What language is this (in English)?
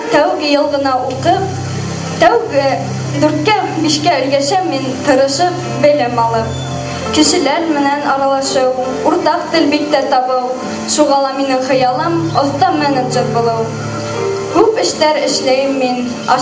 Bashkir